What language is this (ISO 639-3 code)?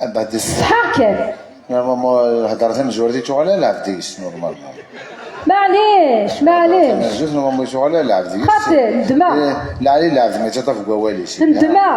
kab